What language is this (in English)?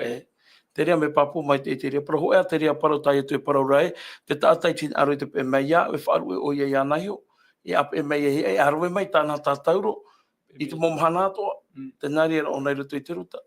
Tahitian